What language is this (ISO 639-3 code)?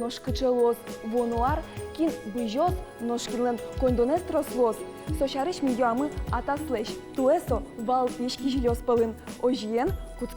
udm